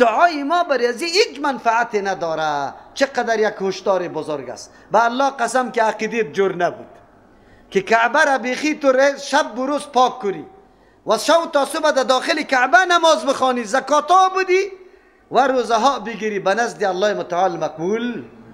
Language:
Persian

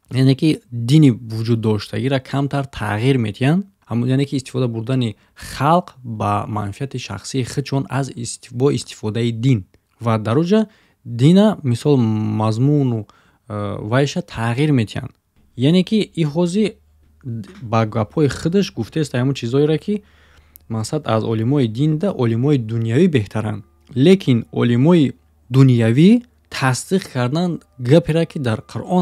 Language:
Tajik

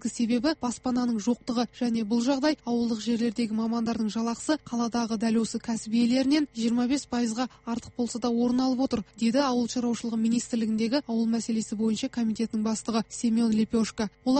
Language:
Kazakh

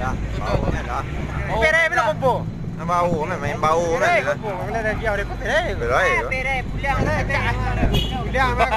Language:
Minangkabau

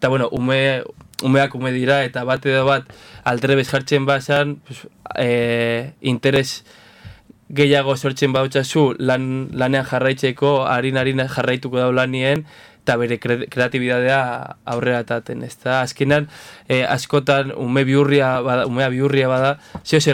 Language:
Basque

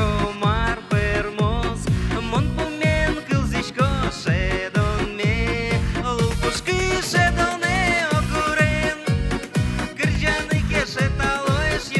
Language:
Udmurt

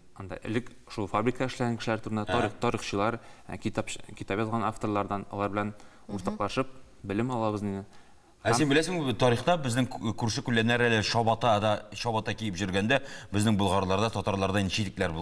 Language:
Tatar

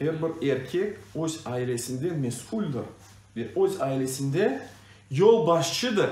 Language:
Crimean Tatar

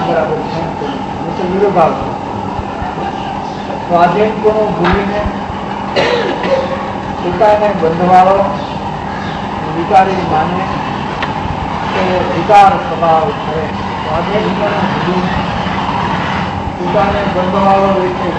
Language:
Gujarati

